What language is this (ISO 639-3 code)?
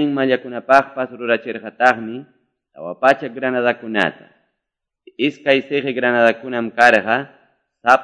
que